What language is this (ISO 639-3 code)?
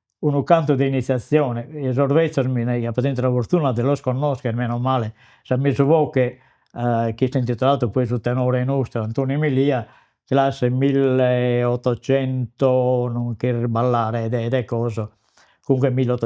srd